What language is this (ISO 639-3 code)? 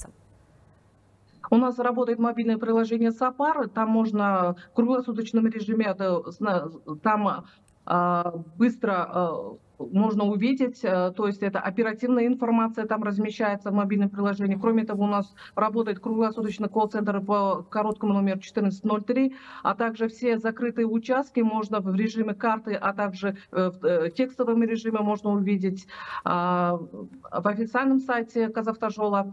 rus